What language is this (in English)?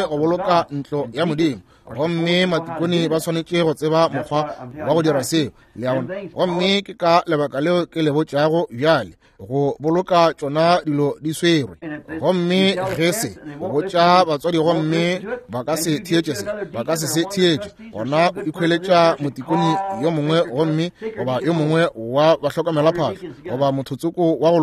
Northern Sotho